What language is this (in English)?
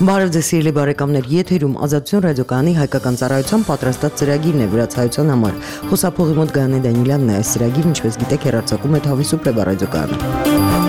Armenian